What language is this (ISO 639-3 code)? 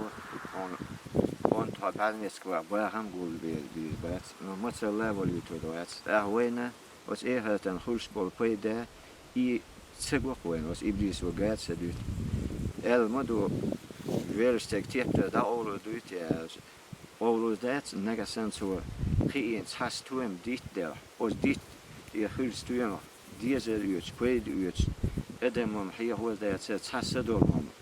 che